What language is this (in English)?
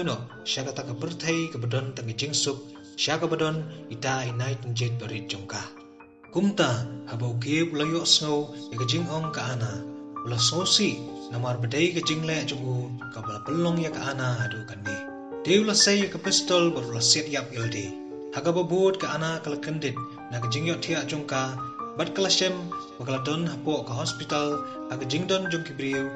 Khasi